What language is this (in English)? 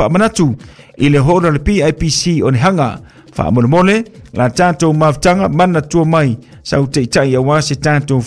Samoan